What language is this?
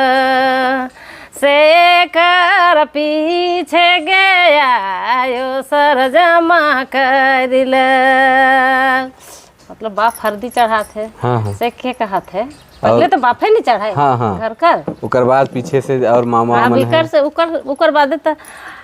Sadri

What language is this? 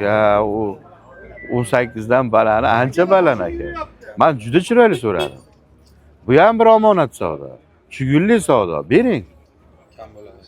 Uzbek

